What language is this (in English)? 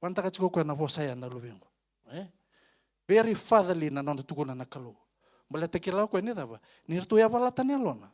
Fijian